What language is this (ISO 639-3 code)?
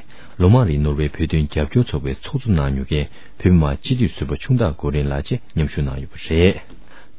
bod